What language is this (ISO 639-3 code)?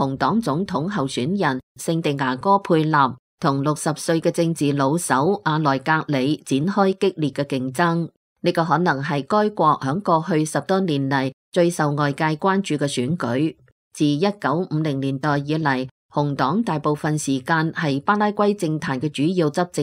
yue